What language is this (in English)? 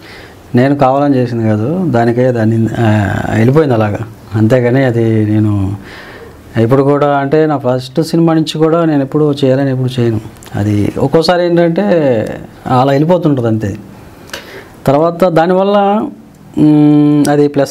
Telugu